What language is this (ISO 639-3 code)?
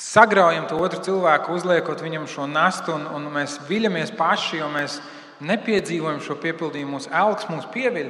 lav